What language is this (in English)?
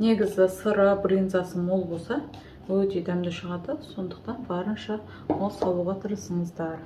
Kazakh